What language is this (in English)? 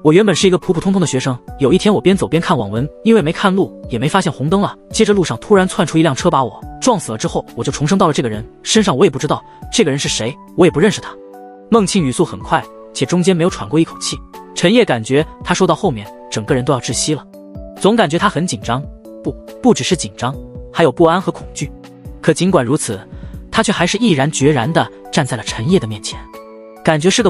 Chinese